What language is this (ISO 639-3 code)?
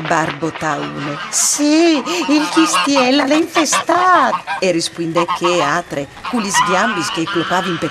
fur